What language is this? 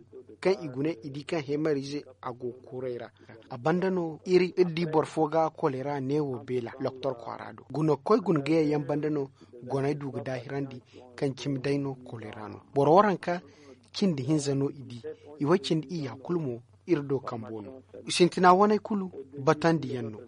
Zarma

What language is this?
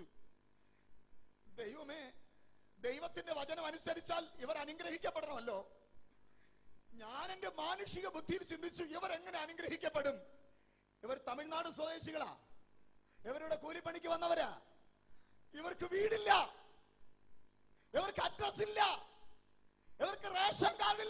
Malayalam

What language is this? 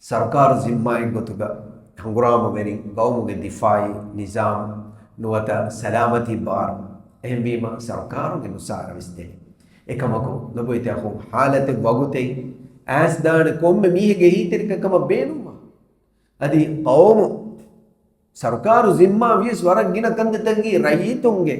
Divehi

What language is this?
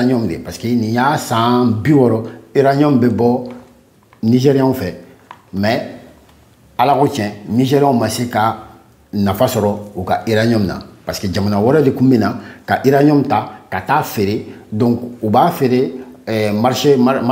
Bambara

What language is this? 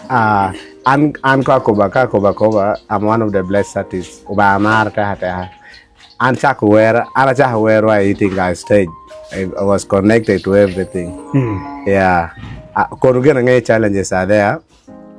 Acoli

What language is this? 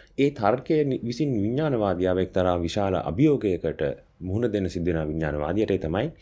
Sinhala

